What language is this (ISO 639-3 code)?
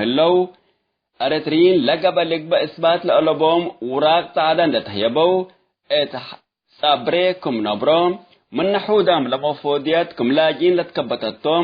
tig